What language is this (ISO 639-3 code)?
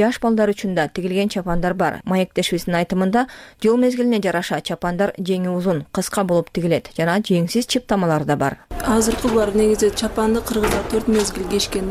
kir